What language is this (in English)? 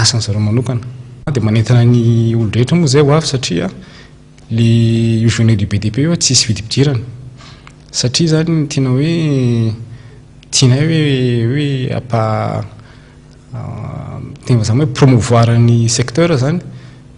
Malagasy